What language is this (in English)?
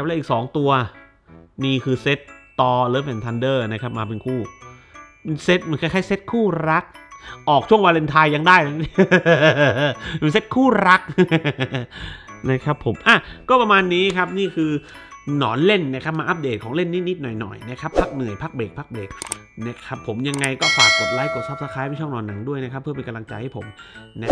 Thai